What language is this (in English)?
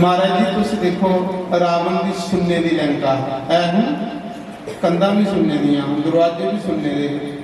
Dogri